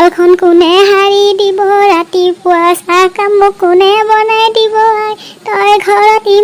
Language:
Assamese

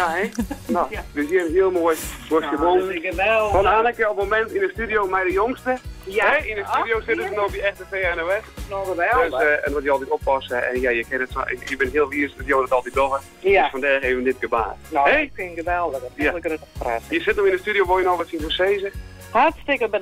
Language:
Western Frisian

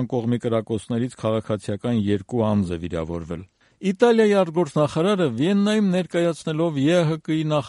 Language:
Armenian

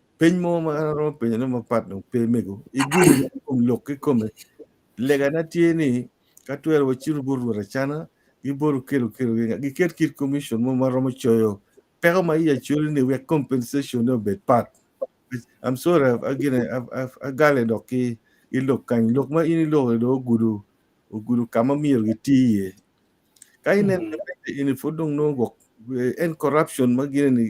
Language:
Acoli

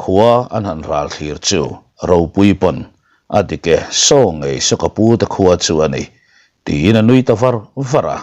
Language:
Mizo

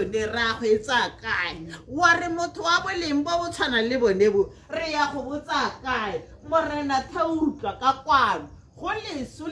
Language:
Tswana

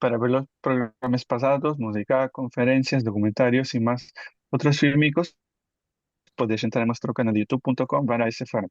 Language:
Ladino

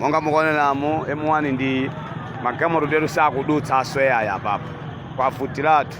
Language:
Nyanja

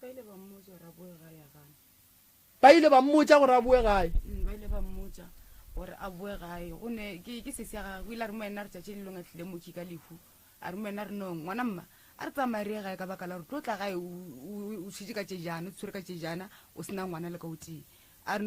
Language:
Northern Sotho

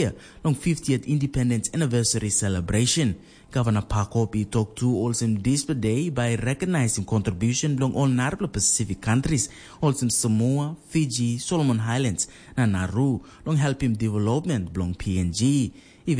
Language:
Tok Pisin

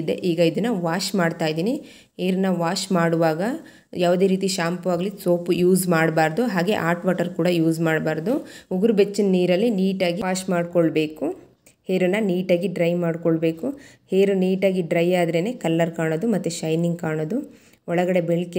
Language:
Kannada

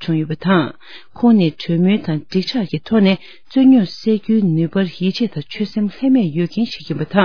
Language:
Tibetan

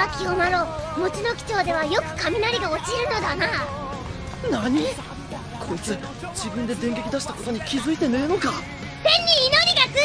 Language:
Japanese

